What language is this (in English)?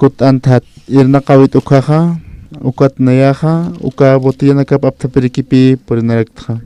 Aymara